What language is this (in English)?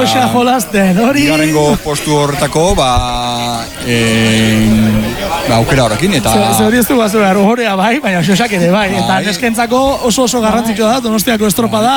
Basque